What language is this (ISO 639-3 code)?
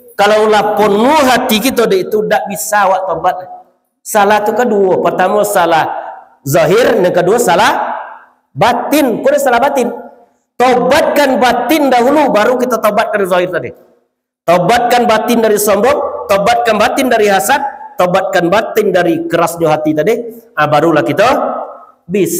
min